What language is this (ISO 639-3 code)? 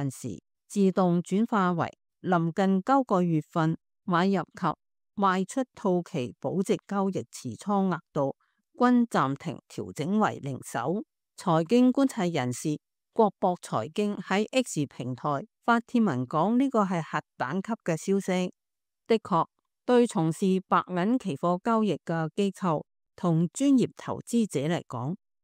yue